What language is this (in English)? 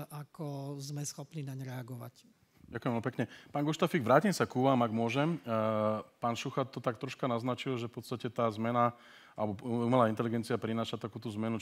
Slovak